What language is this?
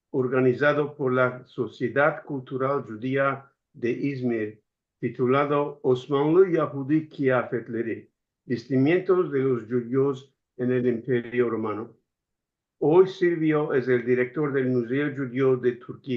Ladino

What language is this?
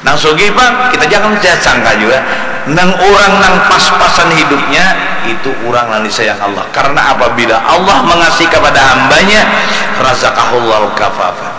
Banjar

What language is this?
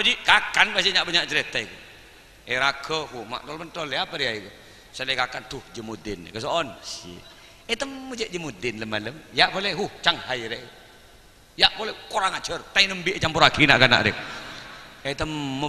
Madurese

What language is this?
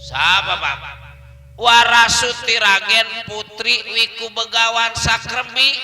Betawi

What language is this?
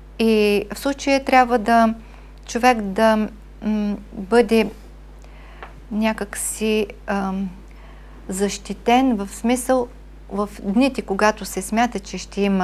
Bulgarian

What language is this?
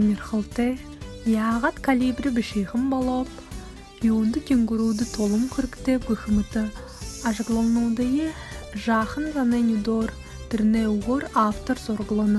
Buriat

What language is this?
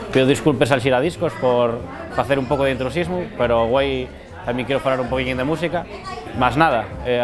Asturian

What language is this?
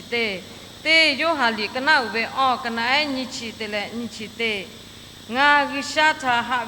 Lahu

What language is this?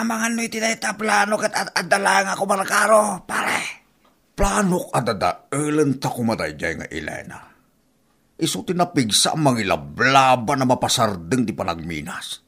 Iloko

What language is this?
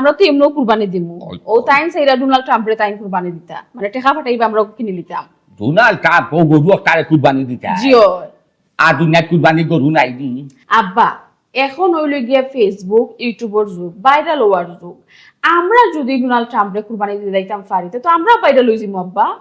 Sylheti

